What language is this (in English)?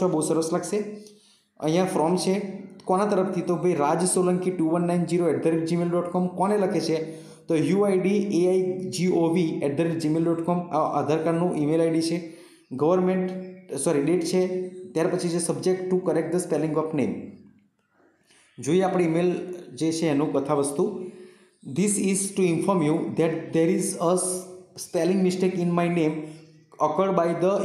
Gujarati